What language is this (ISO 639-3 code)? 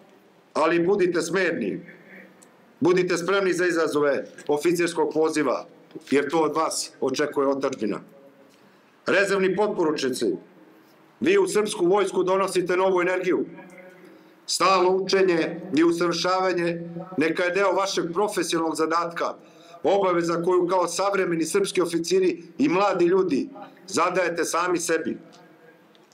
srp